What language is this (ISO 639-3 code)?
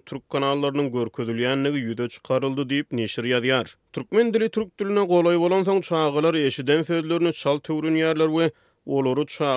tuk